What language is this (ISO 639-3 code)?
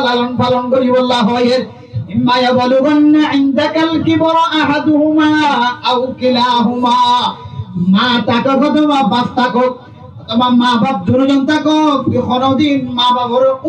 rhg